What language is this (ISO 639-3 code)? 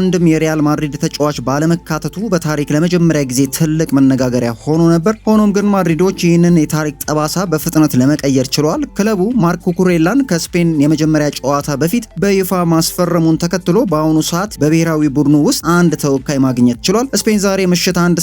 amh